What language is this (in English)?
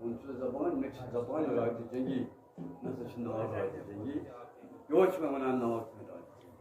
Kashmiri